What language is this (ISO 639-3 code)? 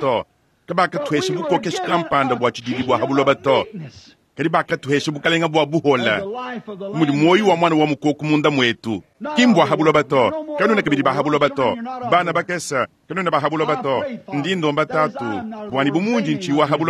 lua